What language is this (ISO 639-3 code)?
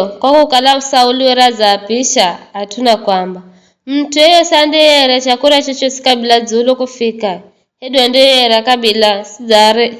nyf